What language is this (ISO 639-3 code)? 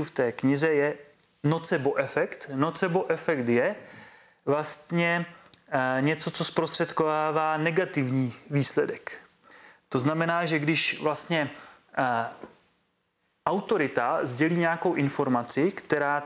ces